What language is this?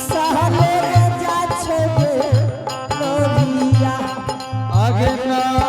Angika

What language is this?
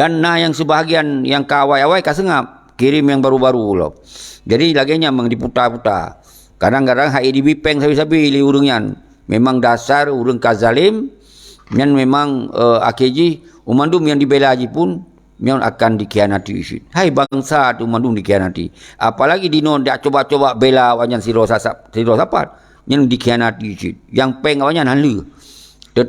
Achinese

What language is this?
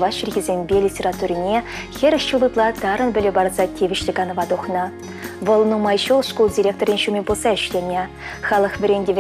Chuvash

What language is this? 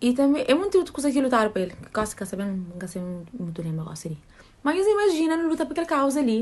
Kabuverdianu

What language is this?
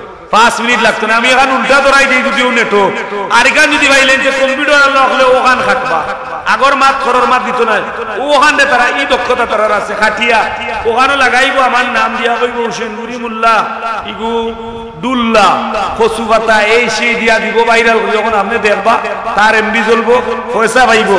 Sylheti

